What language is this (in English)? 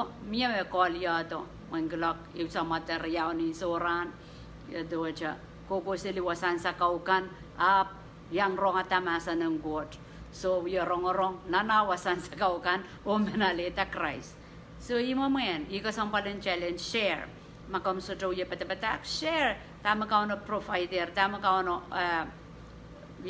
Pohnpeian